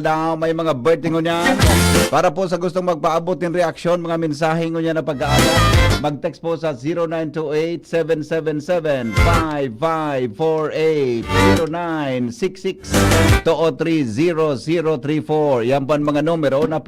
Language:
Bikol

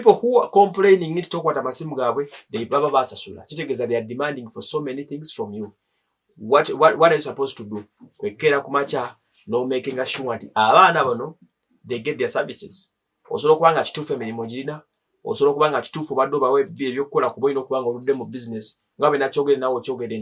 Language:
Ganda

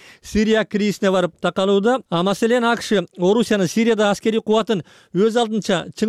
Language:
Kyrgyz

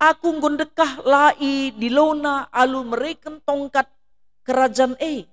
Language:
Batak Karo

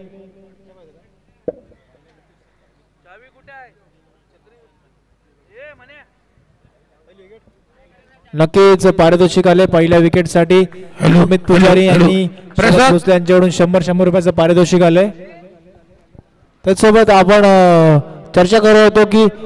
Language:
Marathi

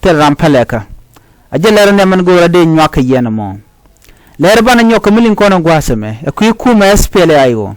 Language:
Nuer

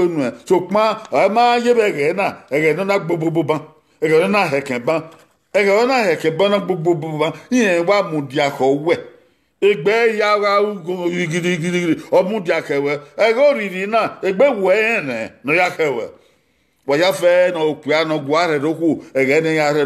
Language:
Bini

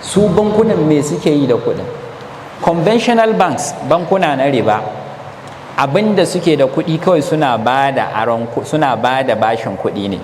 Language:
Hausa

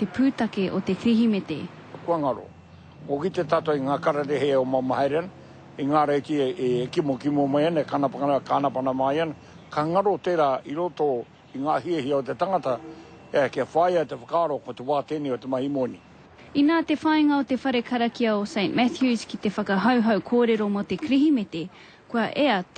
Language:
Māori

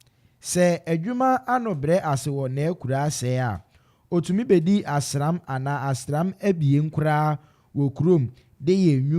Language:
Akan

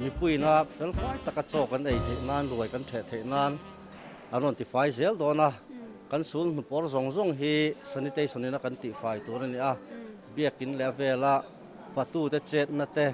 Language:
Mizo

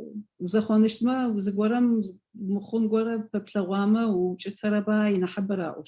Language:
Adyghe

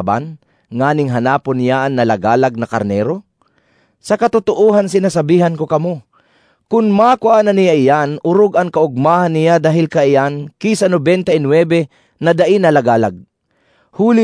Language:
Bikol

